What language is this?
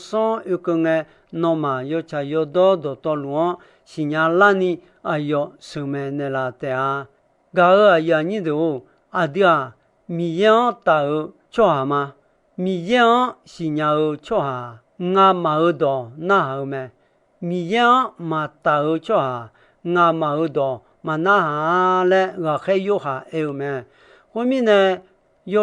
Akha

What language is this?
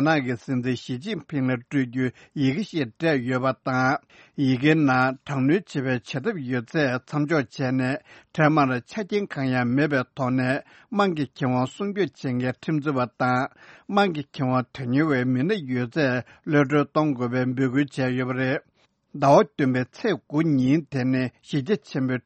Tibetan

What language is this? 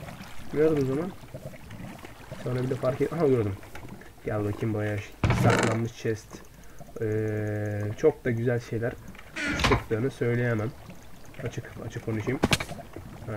Turkish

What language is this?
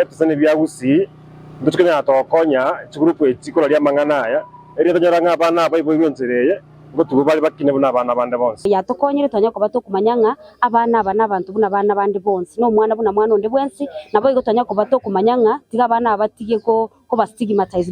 Gusii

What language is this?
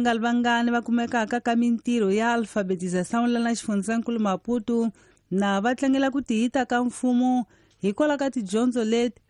Tsonga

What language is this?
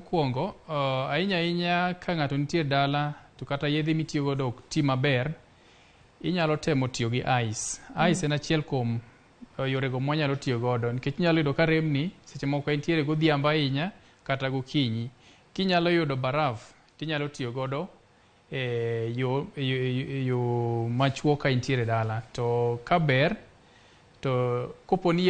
Luo (Kenya and Tanzania)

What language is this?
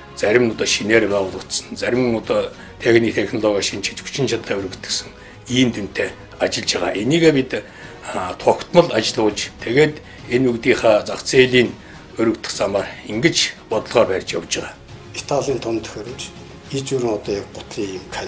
Mongolian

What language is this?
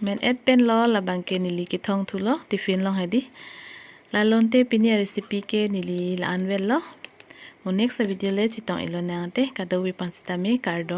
Karbi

